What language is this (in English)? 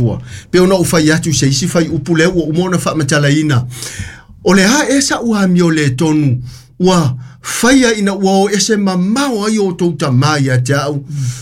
Samoan